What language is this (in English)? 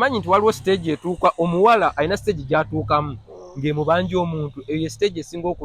Ganda